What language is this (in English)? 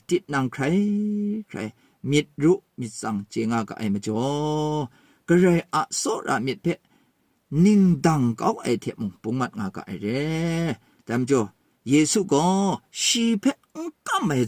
Kachin